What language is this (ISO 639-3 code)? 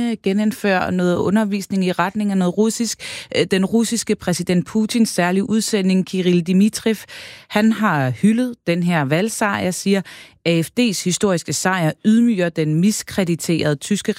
dan